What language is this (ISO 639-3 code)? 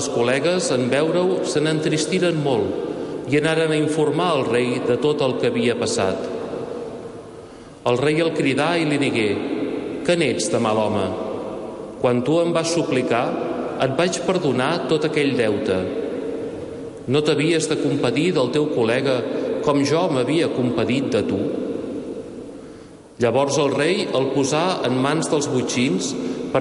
cat